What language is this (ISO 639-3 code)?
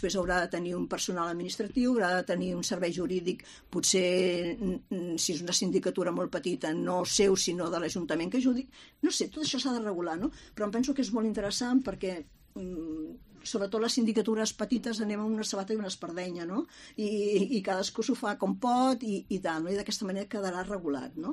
cat